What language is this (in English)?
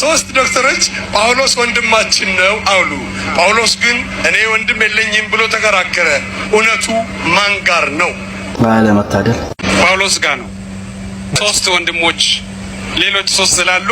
Amharic